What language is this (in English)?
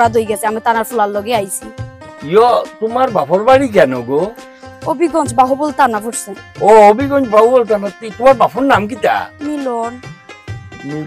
Sylheti